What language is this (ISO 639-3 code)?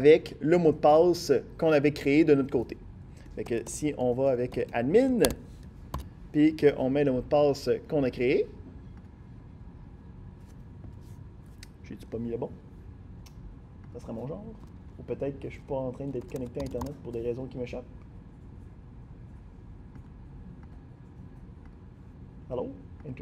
fra